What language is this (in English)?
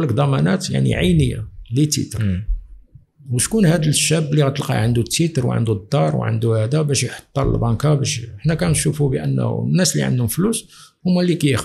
Moroccan Arabic